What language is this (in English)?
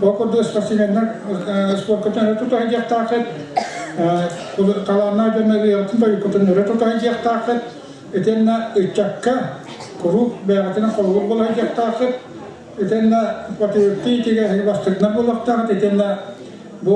Yakut